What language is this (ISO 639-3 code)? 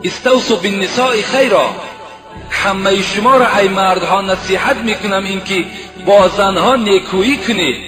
tgk